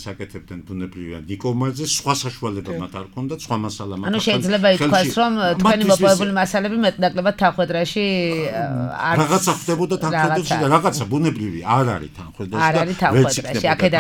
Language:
Georgian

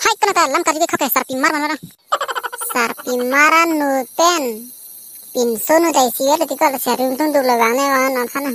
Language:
Karbi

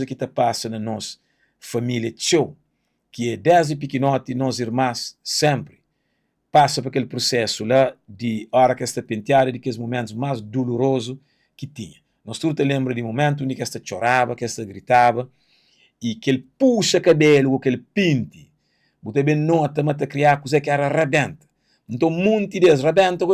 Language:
Kabuverdianu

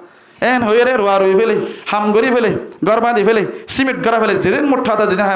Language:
Rohingya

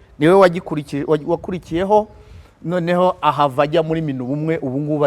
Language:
Kinyarwanda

